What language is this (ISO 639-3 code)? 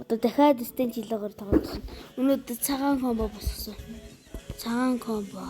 mon